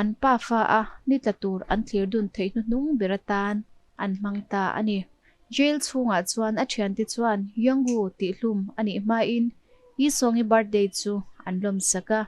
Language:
Mizo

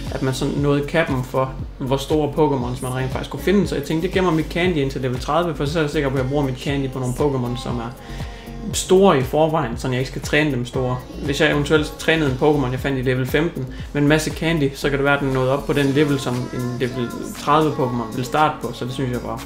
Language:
Danish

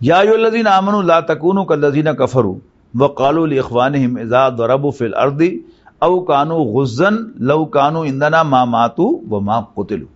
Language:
Western Panjabi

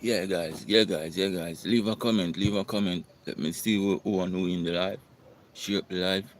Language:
Jamaican Creole English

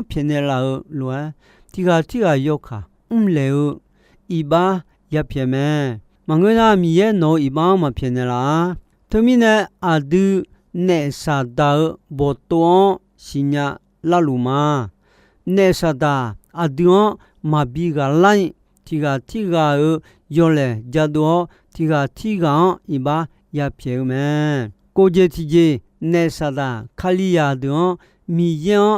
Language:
Akha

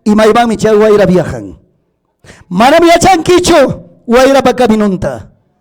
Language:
Ayacucho Quechua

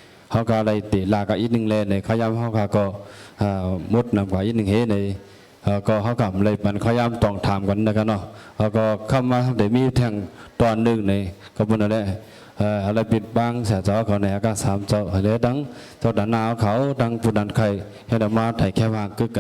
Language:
Shan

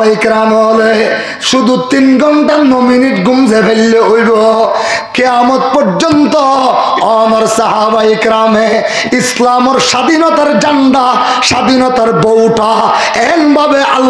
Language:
Rohingya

